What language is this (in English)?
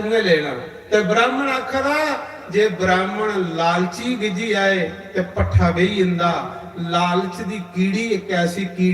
Dogri